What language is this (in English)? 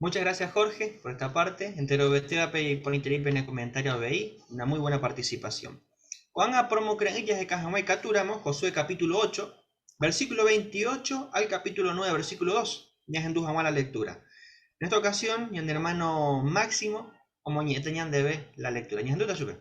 Guarani